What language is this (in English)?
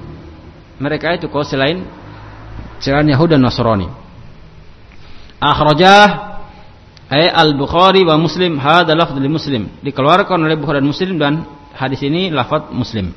Indonesian